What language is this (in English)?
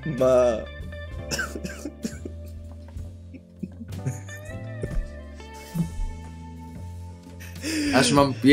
Polish